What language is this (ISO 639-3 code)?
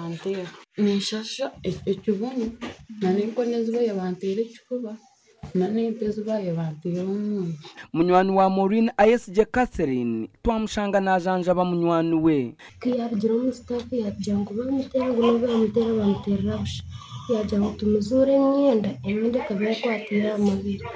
nyn